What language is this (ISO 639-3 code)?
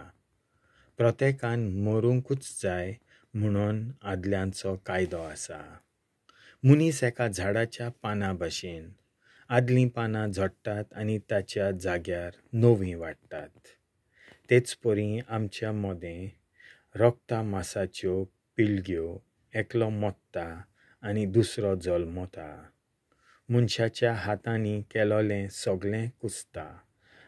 kok